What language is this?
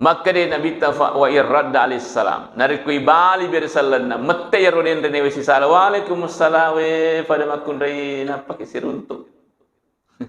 Buginese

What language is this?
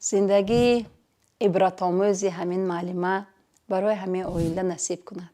Tajik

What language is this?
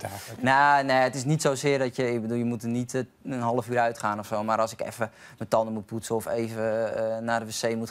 Dutch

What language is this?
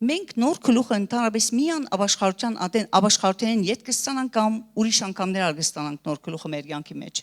Western Armenian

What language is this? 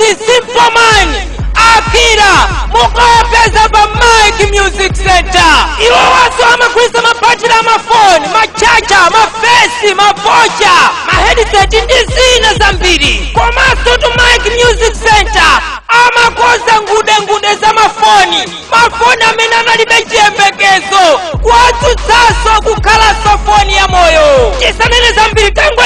Nyanja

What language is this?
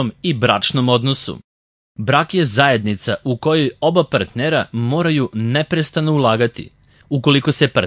Serbian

